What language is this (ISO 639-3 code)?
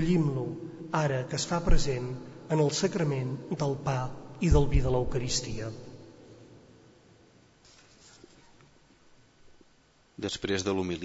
cat